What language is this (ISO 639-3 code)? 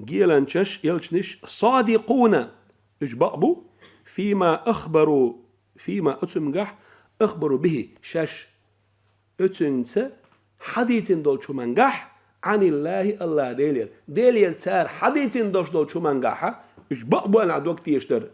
che